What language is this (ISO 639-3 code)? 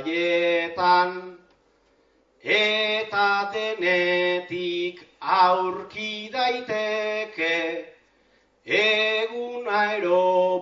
eus